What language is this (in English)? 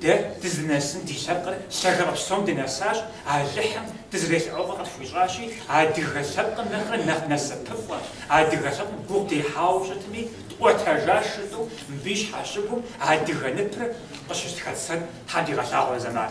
Kabardian